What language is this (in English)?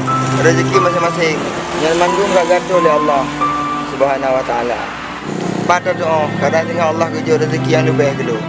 Achinese